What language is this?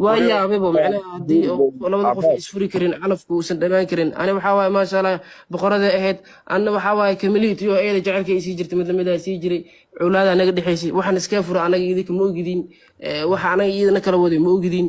Somali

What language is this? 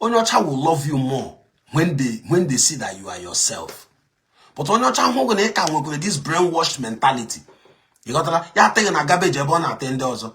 Igbo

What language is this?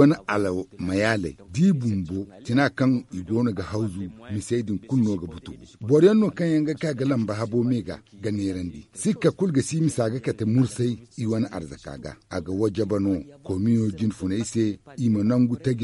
Zarma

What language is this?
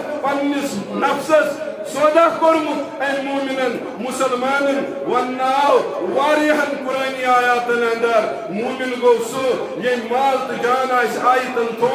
Kashmiri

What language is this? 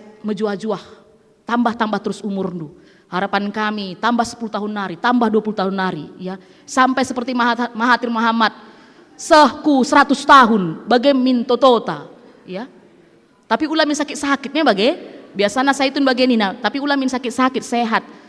Batak Karo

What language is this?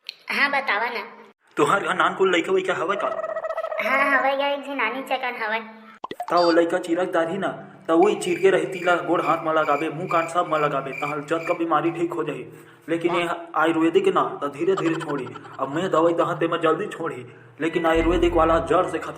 Chhattisgarhi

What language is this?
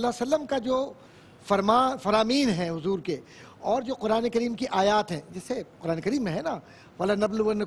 Urdu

